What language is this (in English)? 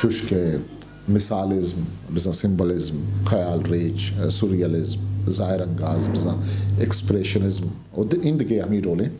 Eastern Balochi